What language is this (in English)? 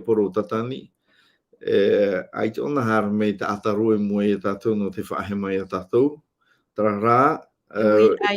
Tahitian